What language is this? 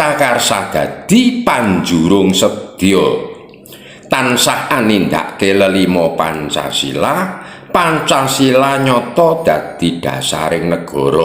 Javanese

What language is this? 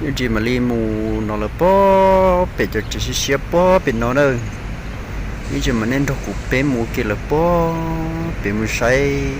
Hmong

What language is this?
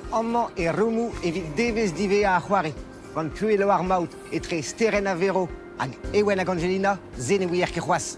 Breton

